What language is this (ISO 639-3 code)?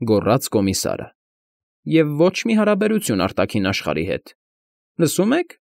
hye